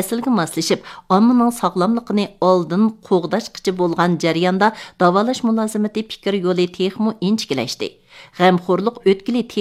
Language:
Uyghur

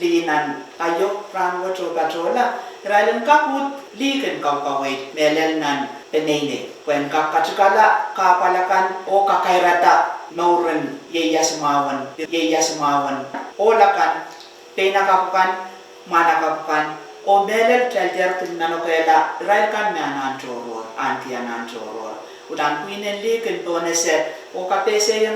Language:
Pohnpeian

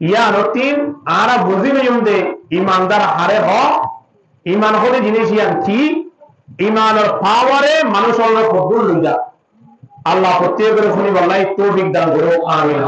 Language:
Rohingya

